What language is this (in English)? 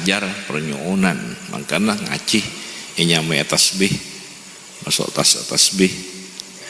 Madurese